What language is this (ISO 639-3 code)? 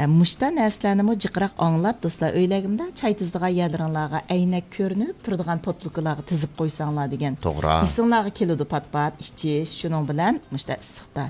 uig